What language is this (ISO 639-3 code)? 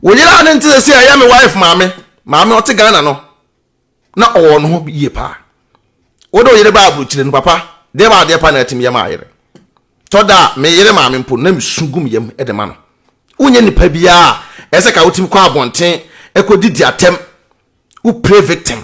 aka